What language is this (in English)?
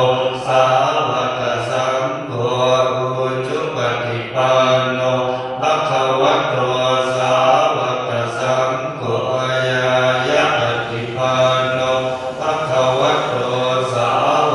Pali